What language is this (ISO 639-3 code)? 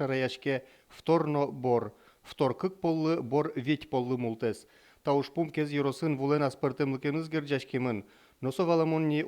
udm